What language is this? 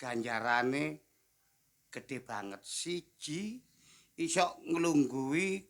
Javanese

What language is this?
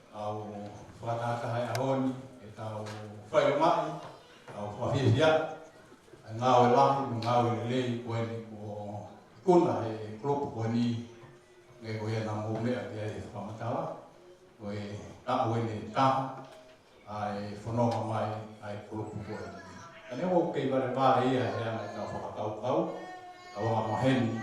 Tongan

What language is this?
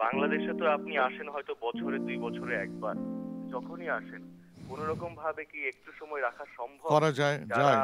Bangla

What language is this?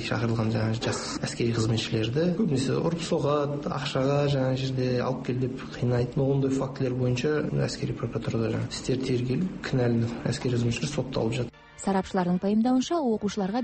Kazakh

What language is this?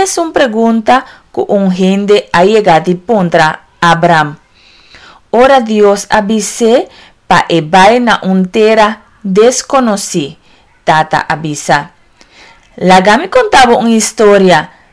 Papiamento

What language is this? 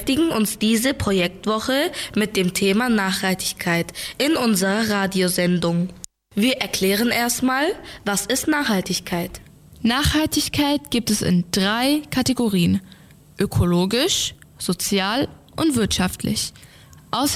German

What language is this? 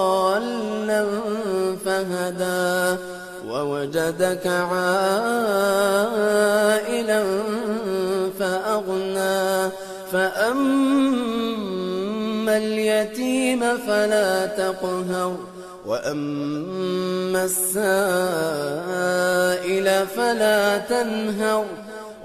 Arabic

